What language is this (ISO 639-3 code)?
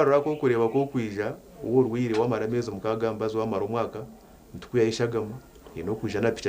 nyn